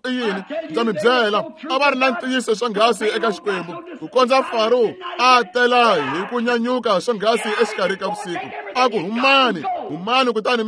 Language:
Tsonga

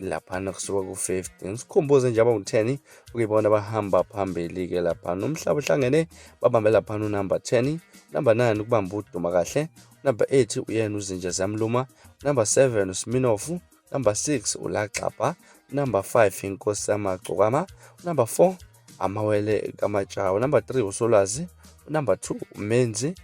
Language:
Zulu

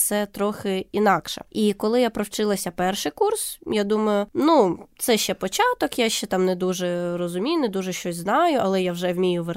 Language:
Ukrainian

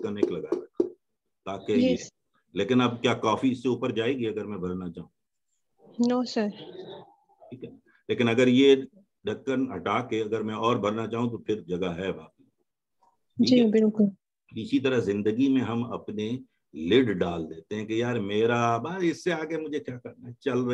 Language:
Urdu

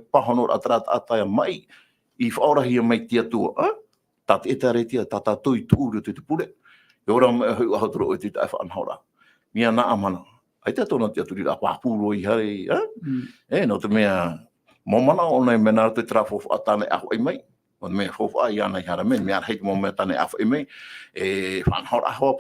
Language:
Tahitian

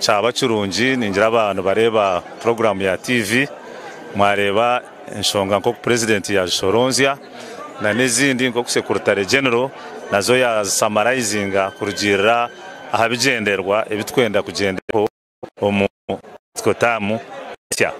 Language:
Nyankole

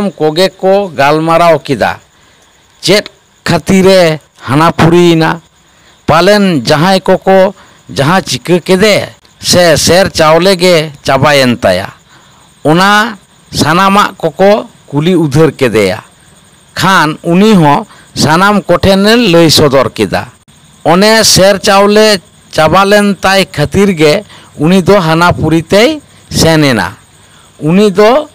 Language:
Santali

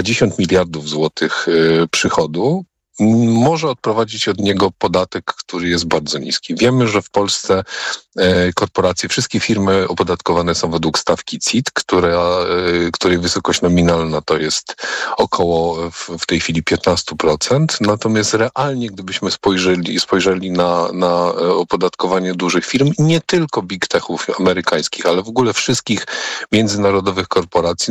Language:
Polish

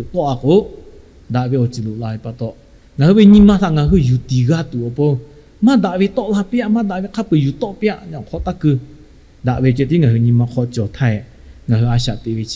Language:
Lahu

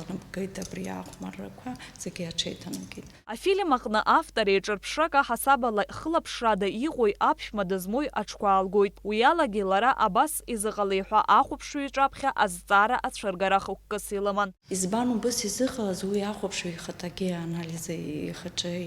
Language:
Abkhazian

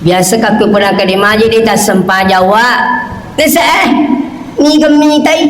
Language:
Buginese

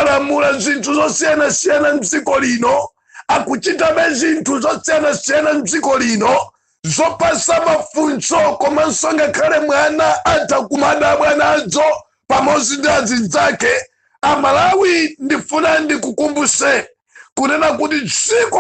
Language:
Nyanja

